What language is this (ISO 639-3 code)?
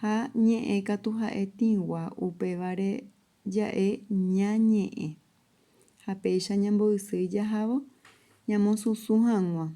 grn